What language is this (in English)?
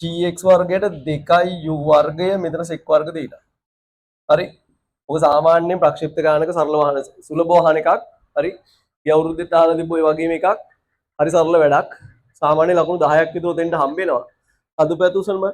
Sinhala